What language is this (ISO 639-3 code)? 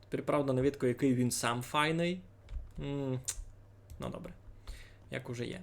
rue